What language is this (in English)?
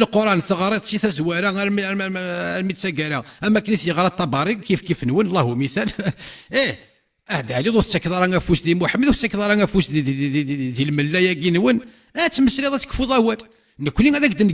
Kabyle